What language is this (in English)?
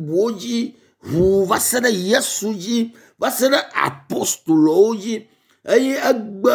Ewe